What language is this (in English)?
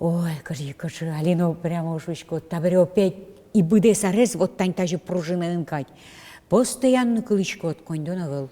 Udmurt